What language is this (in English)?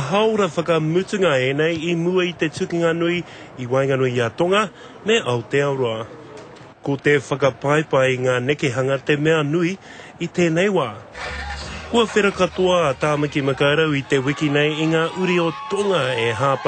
Māori